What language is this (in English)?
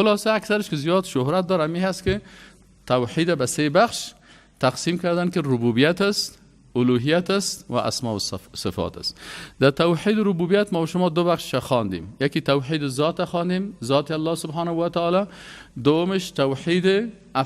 Persian